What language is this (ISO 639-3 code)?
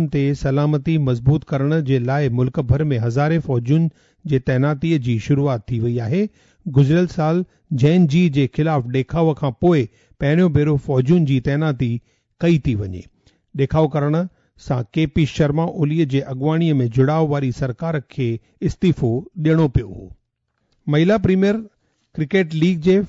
snd